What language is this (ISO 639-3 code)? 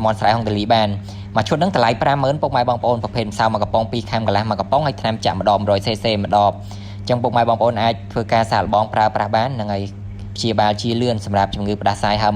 khm